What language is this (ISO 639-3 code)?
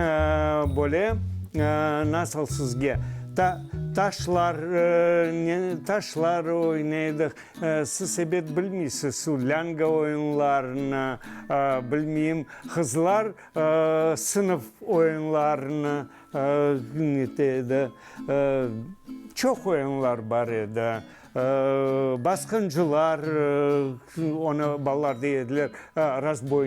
crh